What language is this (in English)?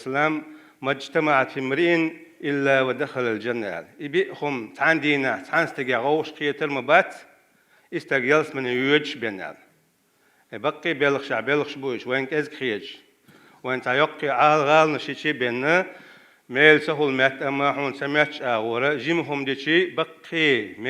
Chechen